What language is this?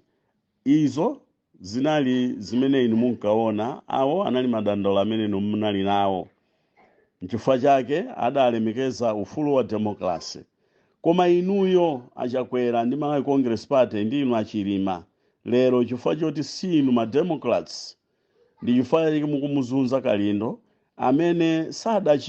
Nyanja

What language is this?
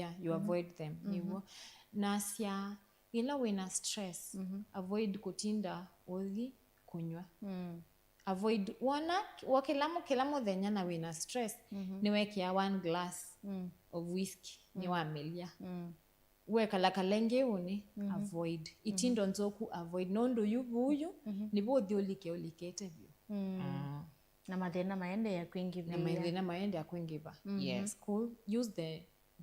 Kamba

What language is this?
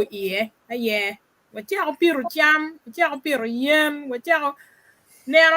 Acoli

